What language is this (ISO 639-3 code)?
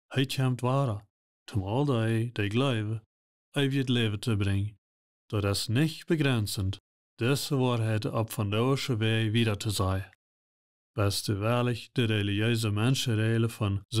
pdt